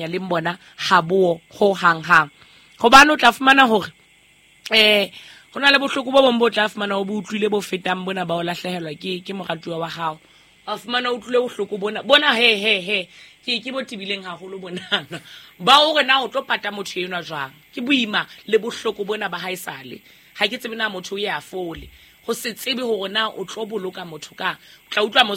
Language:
Southern Sotho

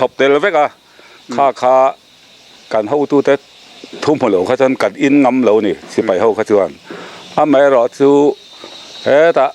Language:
Mizo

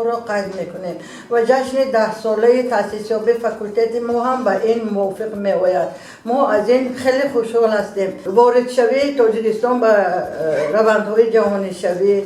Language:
Tajik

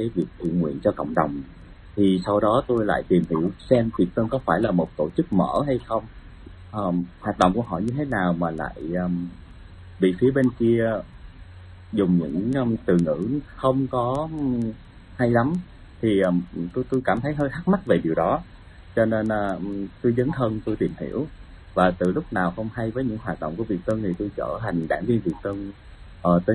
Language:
Vietnamese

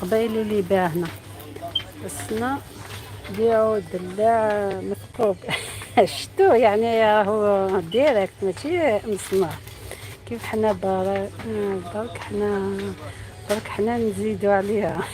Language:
Algerian Arabic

